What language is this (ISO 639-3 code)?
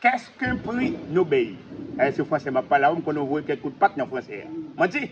hat